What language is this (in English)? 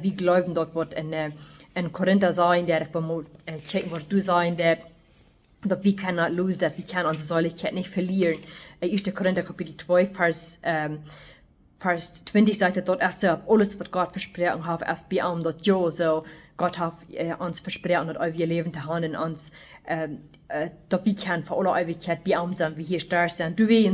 Plautdietsch